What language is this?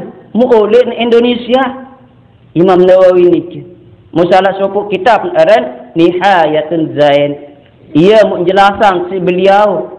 Sasak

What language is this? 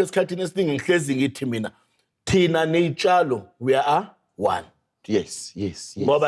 Zulu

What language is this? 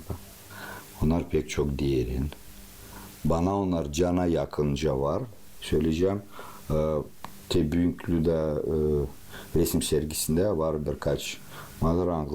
Gagauz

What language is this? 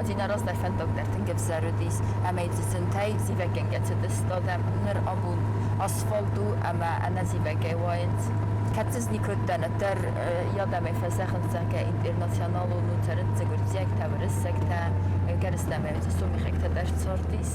Ossetic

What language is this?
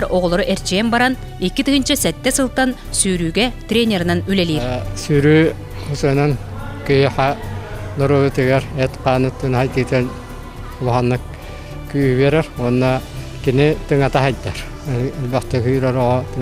Yakut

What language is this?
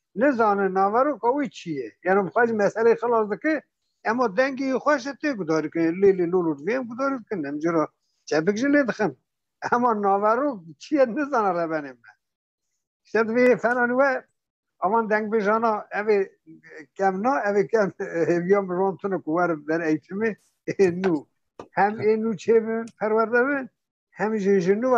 Kurdish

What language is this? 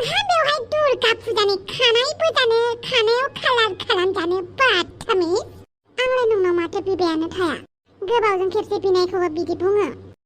Bodo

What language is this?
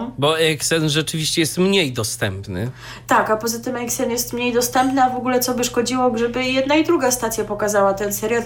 Polish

